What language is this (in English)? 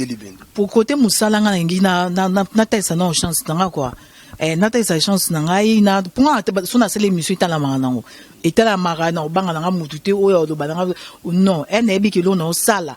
Lingala